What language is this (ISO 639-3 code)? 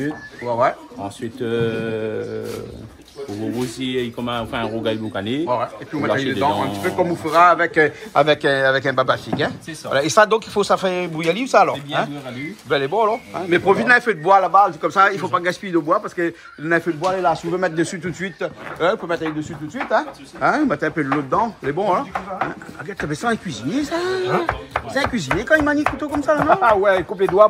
rcf